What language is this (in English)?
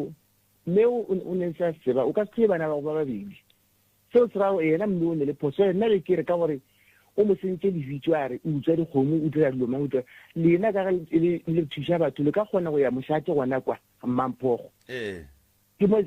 Northern Sotho